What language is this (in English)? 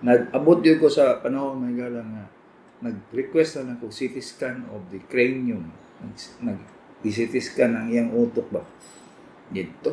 Cebuano